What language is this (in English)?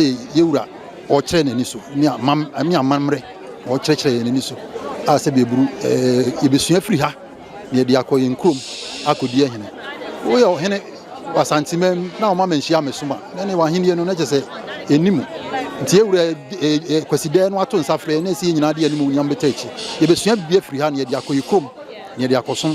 Akan